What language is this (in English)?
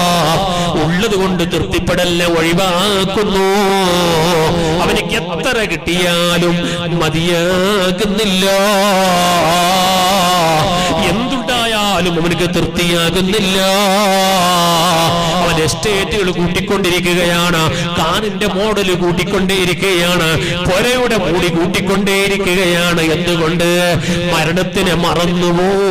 Malayalam